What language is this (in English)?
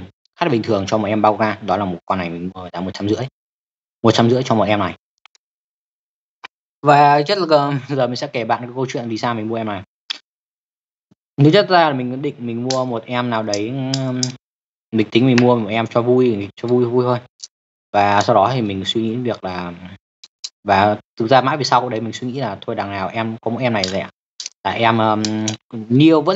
Vietnamese